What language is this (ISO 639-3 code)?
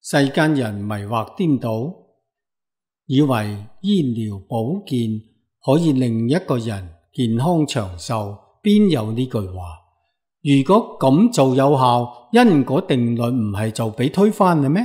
yue